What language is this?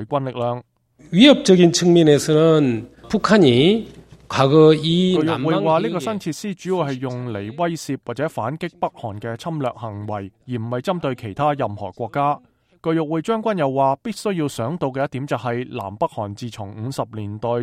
Cantonese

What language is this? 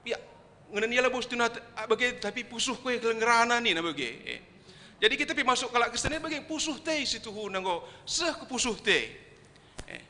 Batak Karo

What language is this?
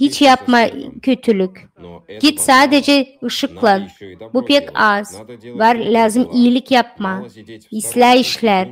Gagauz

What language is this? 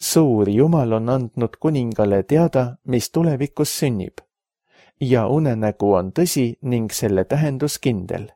Estonian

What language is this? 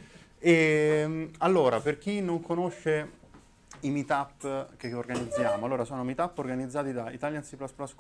Italian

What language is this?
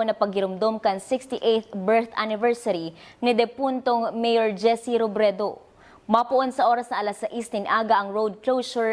Bikol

